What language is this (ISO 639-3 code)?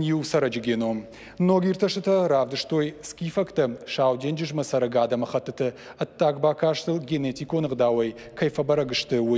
oss